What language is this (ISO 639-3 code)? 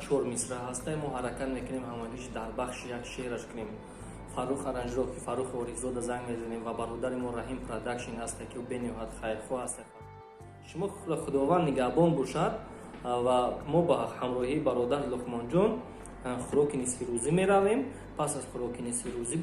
tgk